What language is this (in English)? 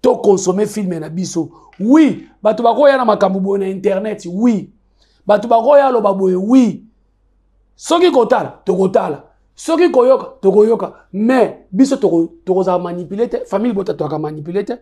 Lingala